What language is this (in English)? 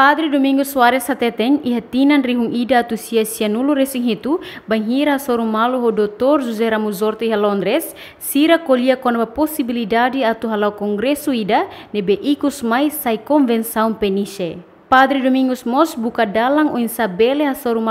Tetum